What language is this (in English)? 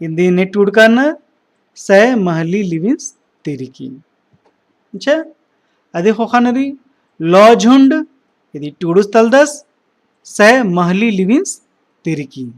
Kurukh